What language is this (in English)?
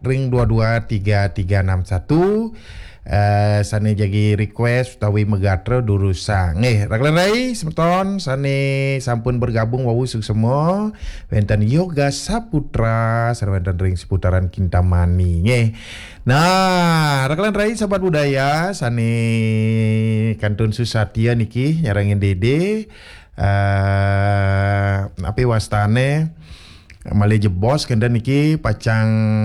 Balinese